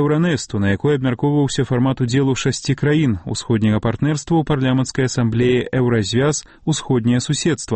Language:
Belarusian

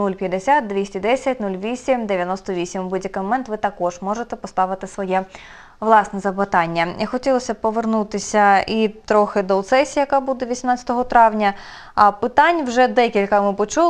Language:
Ukrainian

